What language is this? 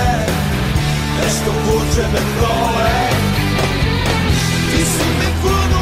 Serbian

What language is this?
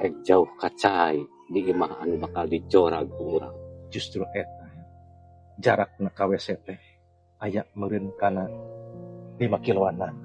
Sundanese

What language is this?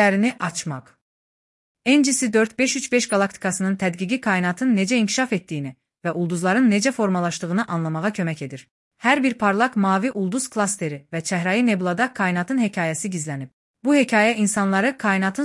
Azerbaijani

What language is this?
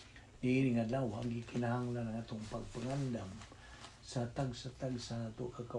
Cebuano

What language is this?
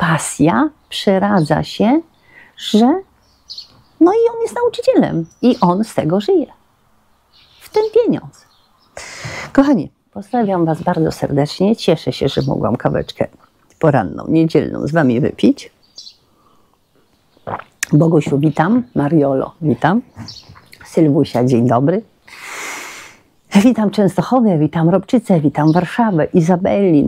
Polish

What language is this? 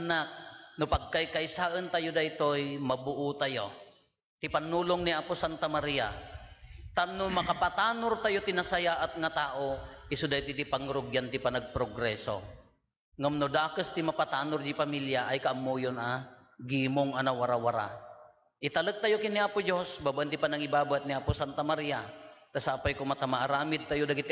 Iloko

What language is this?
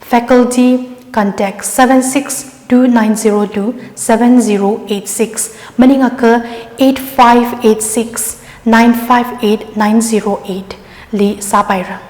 Tangkhul Naga (India)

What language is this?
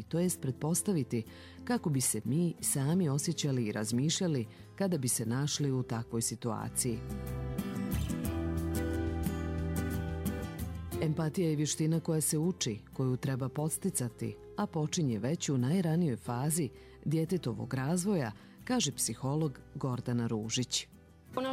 Bosnian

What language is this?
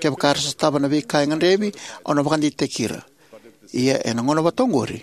Fijian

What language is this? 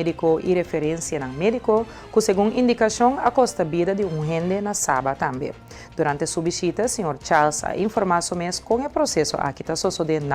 Papiamento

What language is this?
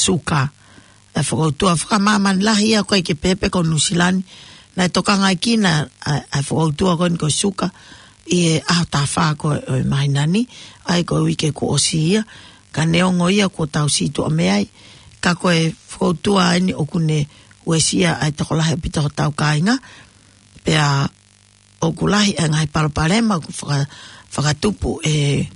Tongan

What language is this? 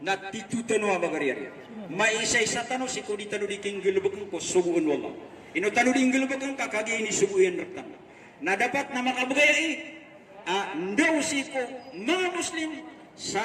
Maranao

